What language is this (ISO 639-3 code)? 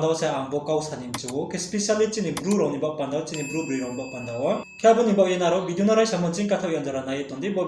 ria